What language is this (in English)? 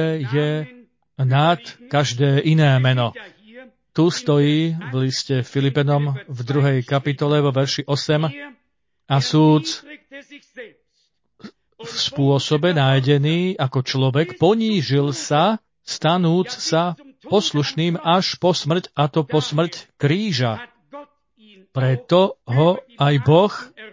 Slovak